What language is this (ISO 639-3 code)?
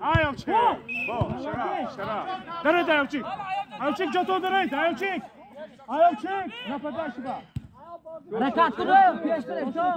tgk